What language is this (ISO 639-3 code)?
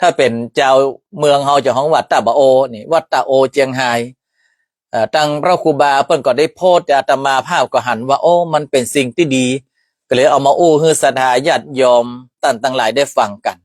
nod